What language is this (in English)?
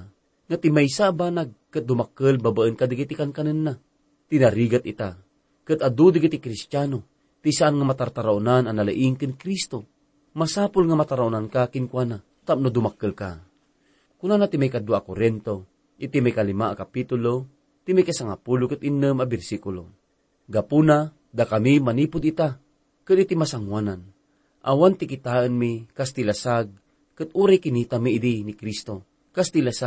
Iloko